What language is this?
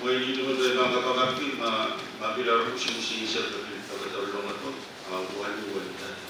Pohnpeian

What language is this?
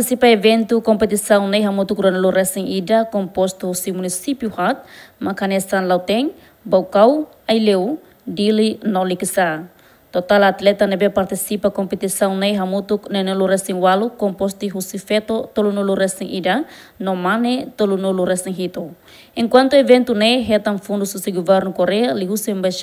Tetum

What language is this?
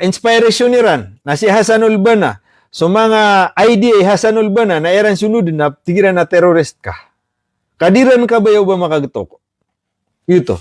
Maranao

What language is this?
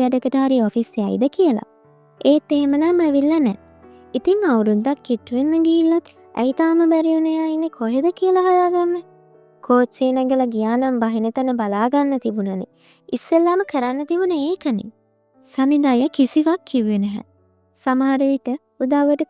Sinhala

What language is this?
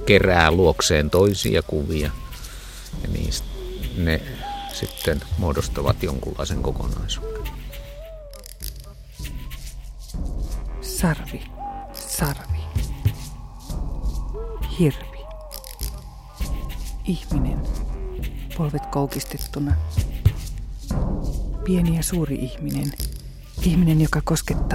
Finnish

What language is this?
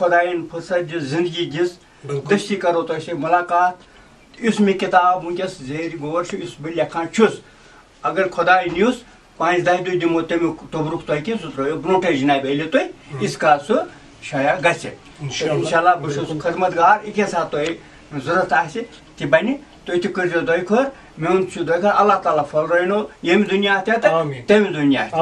Kashmiri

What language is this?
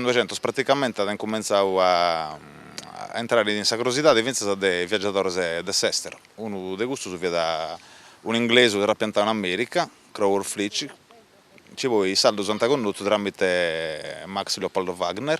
Sardinian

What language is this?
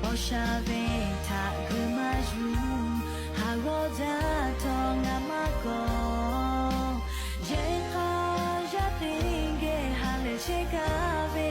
Lahu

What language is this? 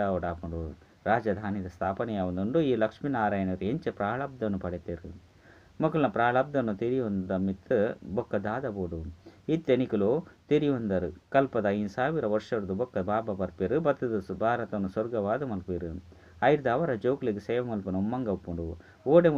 Tulu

